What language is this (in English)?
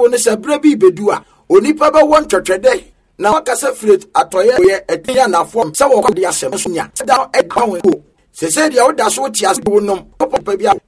Akan